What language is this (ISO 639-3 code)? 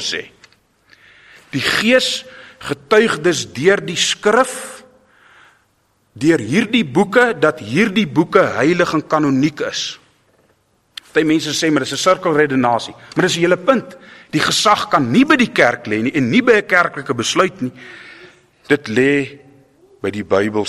afr